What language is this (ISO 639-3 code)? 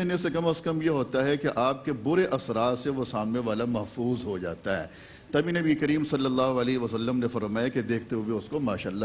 urd